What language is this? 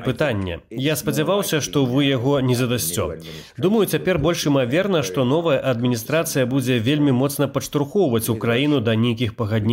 Belarusian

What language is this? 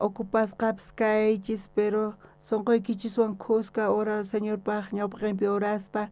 South Bolivian Quechua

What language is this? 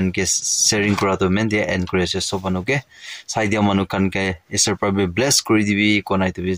Naga Pidgin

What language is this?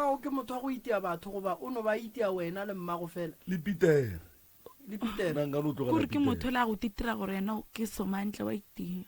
Northern Sotho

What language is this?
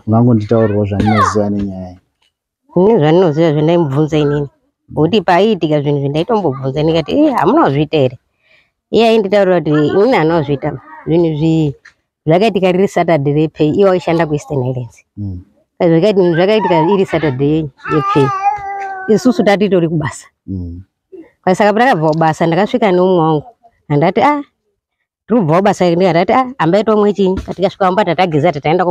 Shona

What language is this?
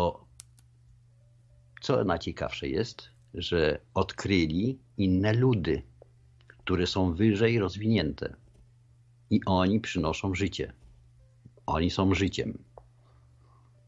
Polish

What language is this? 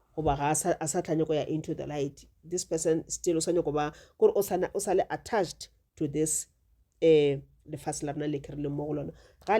Northern Sotho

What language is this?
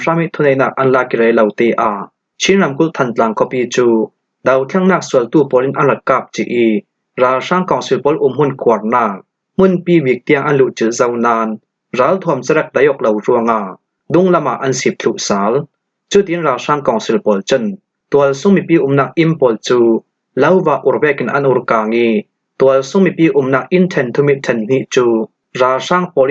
Falam Chin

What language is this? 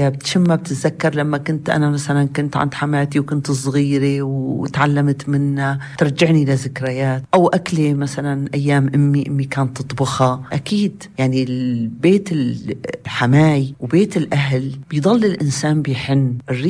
North Levantine Arabic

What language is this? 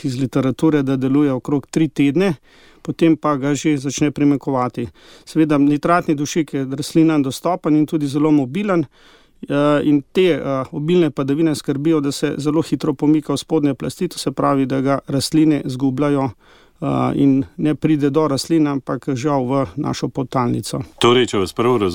Slovenian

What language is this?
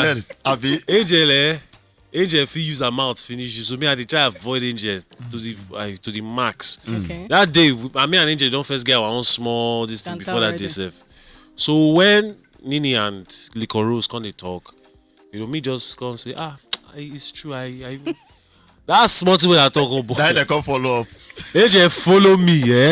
Nigerian Pidgin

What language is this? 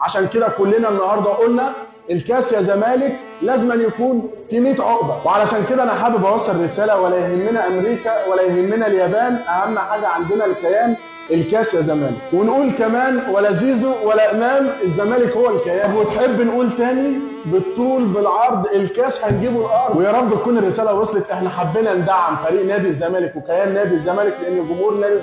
Egyptian Arabic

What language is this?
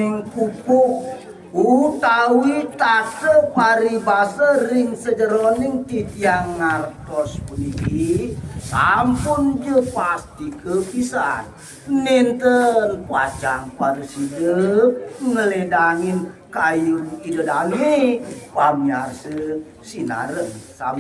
Balinese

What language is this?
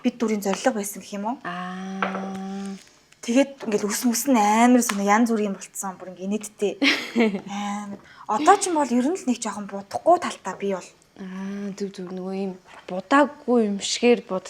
Mongolian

